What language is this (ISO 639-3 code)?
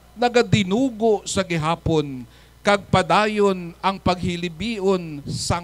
hil